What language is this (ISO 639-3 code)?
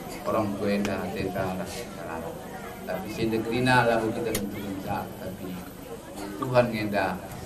btx